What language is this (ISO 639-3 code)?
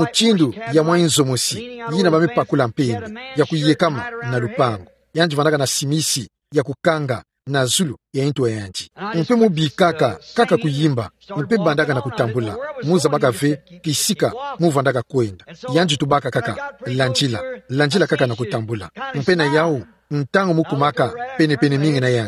ktu